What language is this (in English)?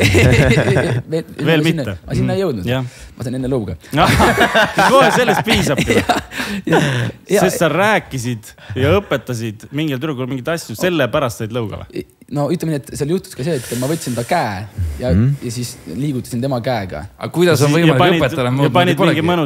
Estonian